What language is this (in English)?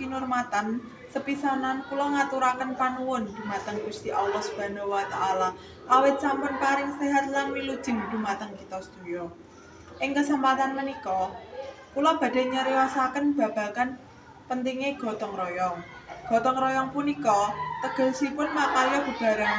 Javanese